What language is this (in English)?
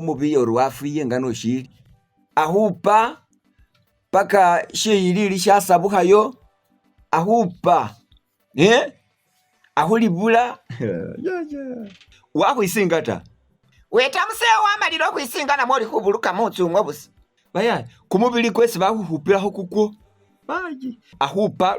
Masaaba